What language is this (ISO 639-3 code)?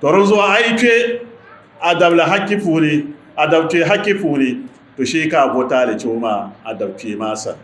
dag